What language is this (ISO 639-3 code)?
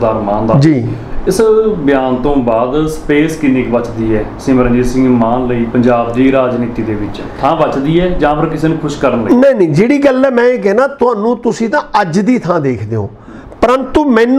pan